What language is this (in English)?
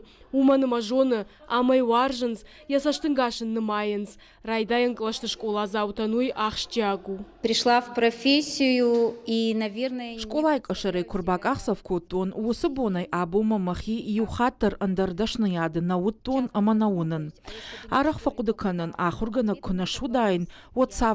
Ossetic